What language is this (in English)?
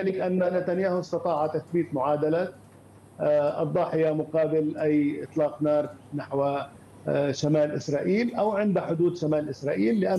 Arabic